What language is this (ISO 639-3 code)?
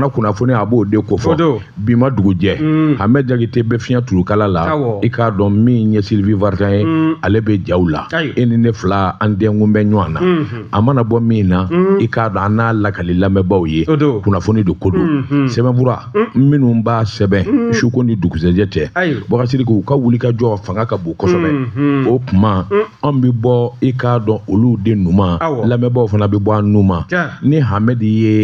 bam